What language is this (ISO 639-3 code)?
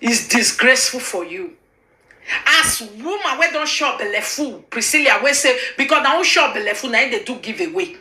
pcm